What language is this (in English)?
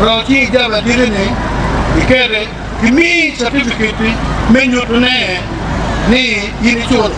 Acoli